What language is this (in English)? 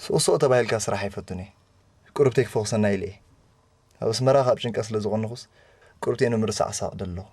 Tigrinya